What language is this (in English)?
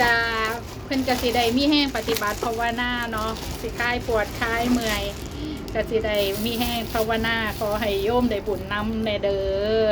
Northeastern Thai